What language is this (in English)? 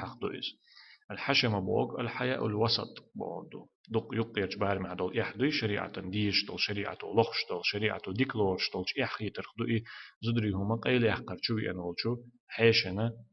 Chechen